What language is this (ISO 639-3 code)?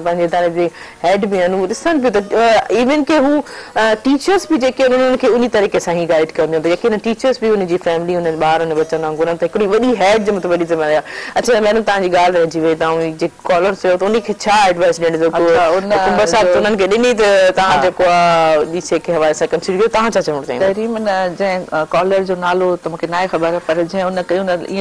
snd